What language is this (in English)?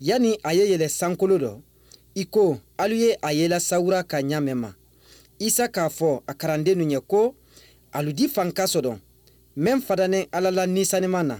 Mandingo